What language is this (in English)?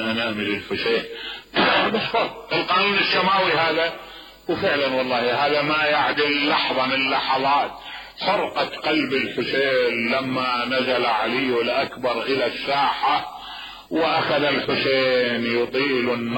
Mesopotamian Arabic